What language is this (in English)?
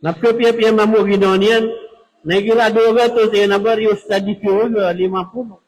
Maranao